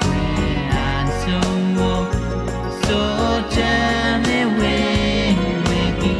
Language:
Pohnpeian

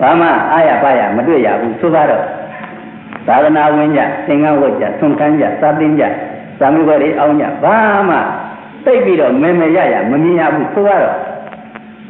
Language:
Burmese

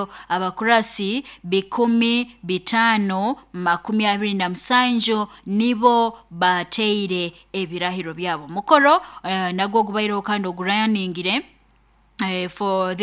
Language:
Nyoro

